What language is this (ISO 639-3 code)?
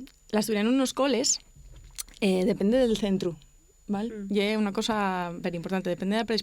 ast